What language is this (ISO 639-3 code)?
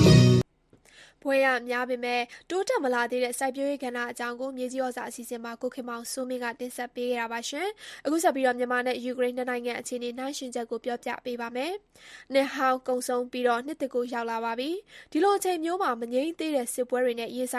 mya